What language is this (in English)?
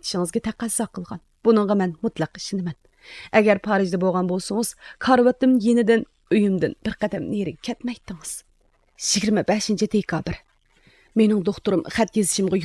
Uyghur